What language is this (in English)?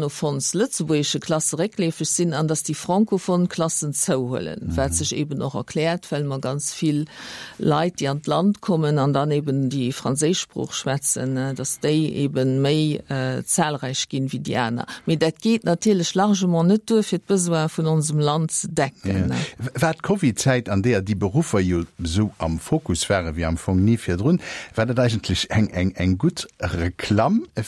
Luxembourgish